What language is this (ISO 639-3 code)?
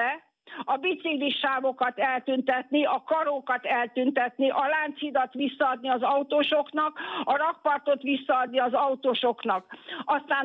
hun